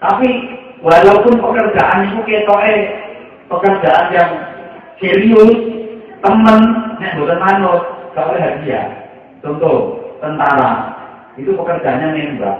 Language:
Javanese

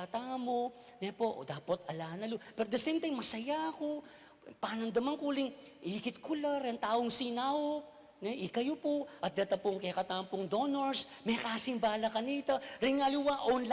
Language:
Pampanga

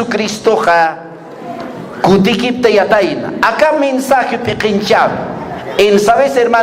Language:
Aymara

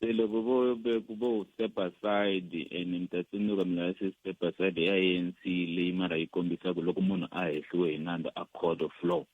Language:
Tsonga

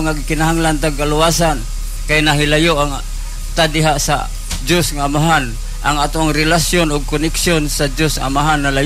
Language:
Cebuano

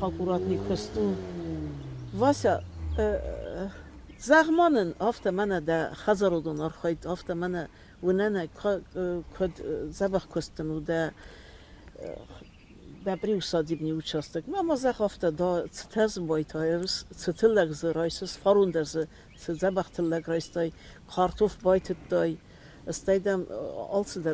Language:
Ossetic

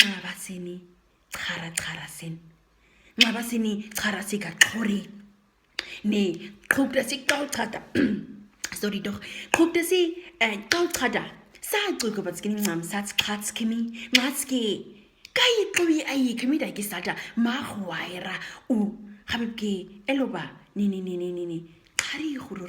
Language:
Nama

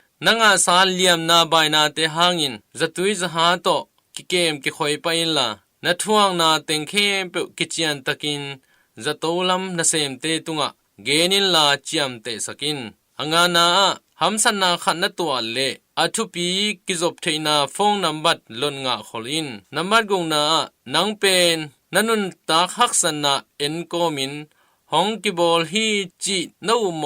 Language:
Tedim Chin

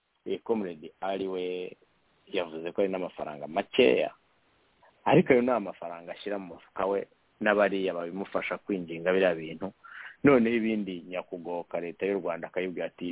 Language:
Kinyarwanda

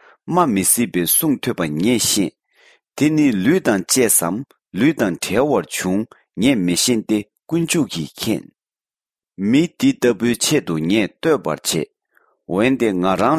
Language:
Tibetan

